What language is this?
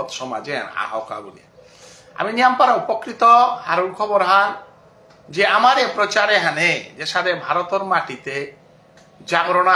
Bishnupriya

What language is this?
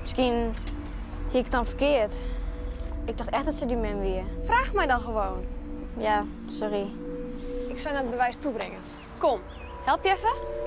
Western Frisian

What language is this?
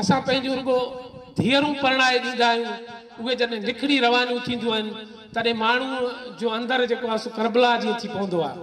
Sindhi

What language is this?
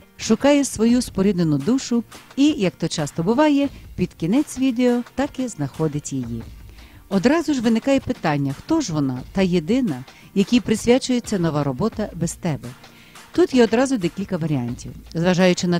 Ukrainian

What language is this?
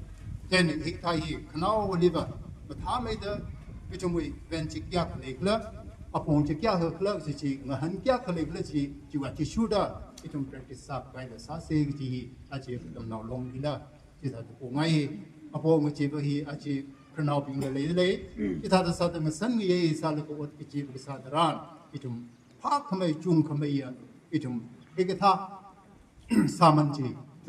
Tangkhul Naga (India)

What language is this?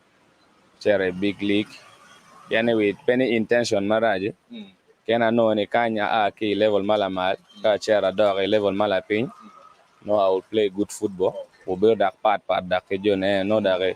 Acoli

